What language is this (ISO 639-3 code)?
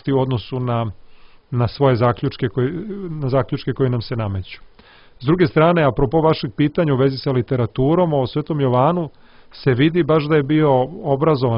srp